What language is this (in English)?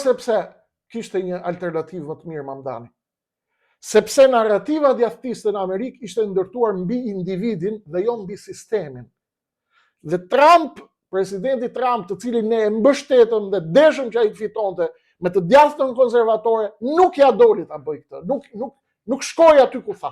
Albanian